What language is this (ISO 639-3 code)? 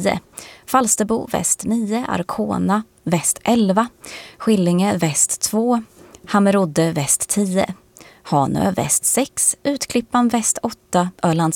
swe